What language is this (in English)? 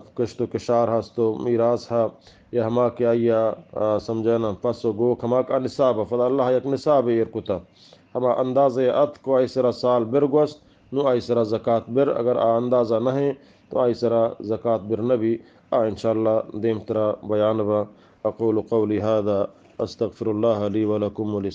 Eastern Balochi